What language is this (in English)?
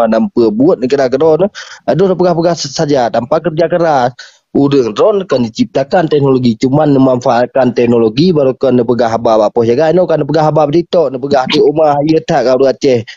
Achinese